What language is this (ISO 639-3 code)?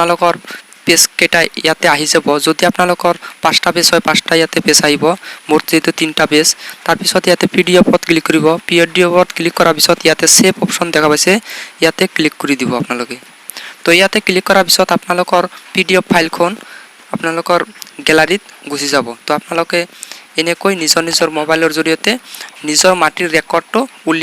asm